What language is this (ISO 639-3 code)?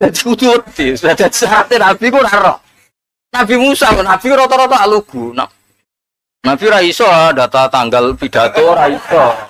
jav